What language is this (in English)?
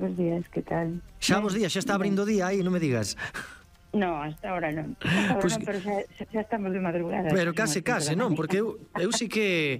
Galician